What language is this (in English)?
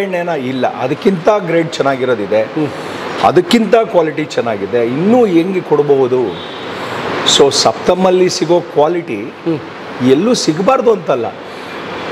Kannada